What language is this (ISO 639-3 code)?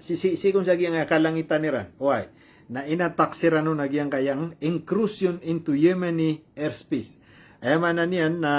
mrw